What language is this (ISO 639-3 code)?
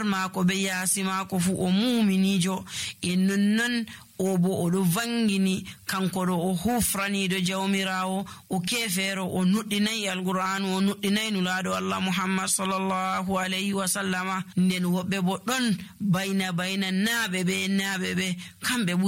fuv